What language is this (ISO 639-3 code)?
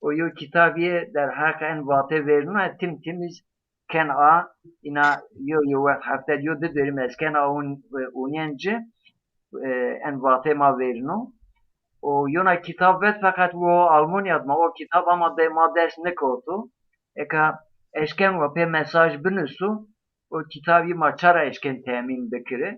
zza